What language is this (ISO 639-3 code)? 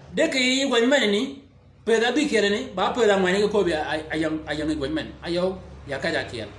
shk